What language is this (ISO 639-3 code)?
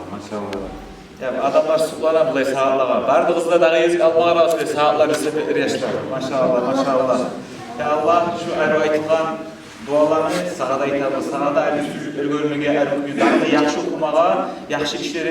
kum